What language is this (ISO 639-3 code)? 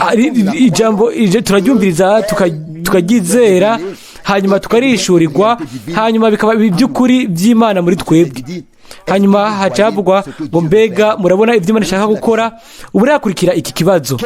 run